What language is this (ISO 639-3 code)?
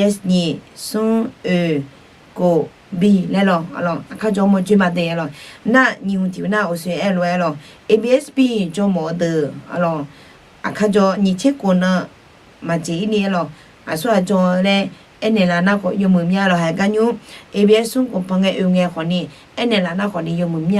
ahk